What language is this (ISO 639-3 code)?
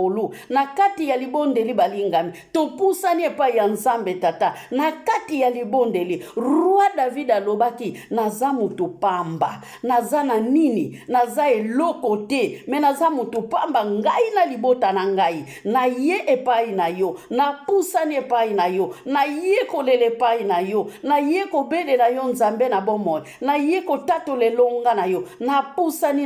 lin